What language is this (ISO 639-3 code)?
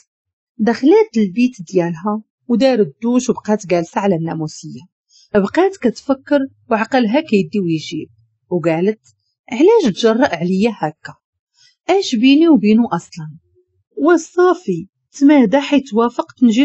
ary